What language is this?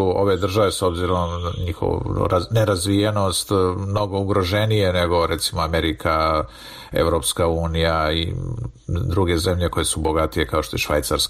Serbian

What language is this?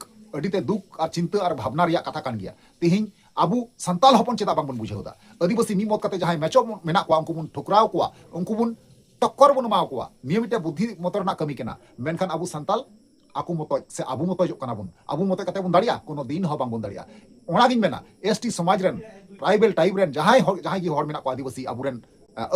Santali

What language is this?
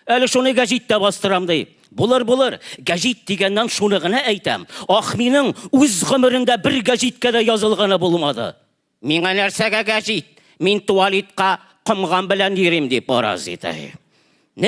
Tatar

